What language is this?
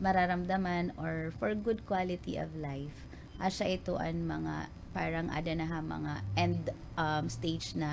Waray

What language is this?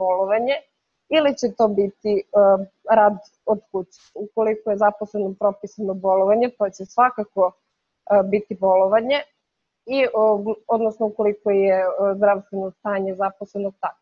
Serbian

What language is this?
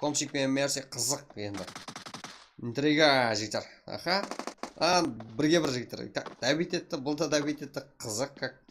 Kara-Kalpak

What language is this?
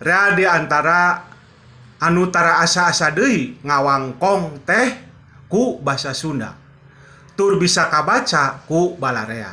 Sundanese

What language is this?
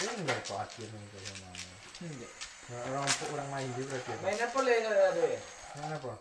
Minangkabau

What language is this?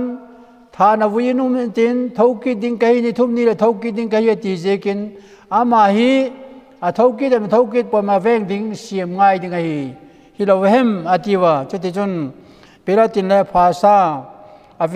Vaiphei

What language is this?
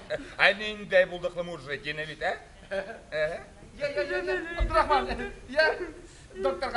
Bashkir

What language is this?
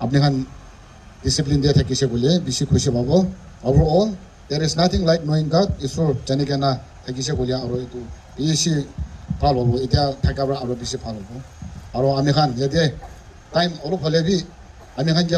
Naga Pidgin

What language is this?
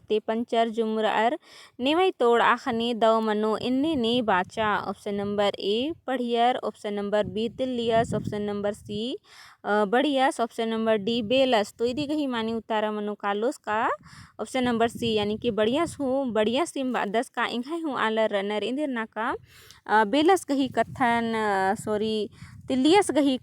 Kurukh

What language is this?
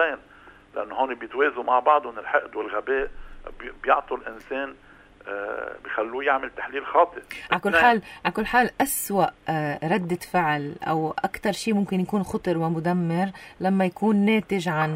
North Levantine Arabic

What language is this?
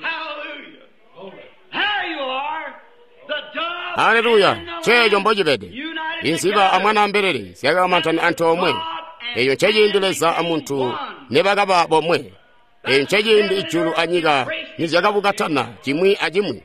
Tonga (Zambia)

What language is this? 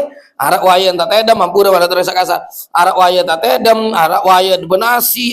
Sasak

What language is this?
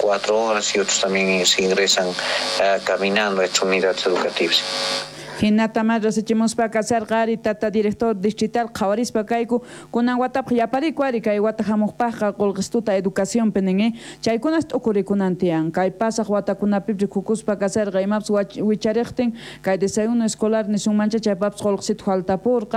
South Bolivian Quechua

